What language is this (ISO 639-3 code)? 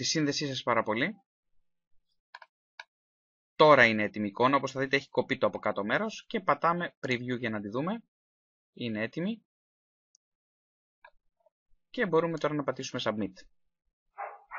ell